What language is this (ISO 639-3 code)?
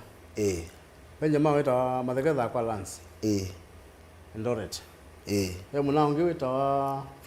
kam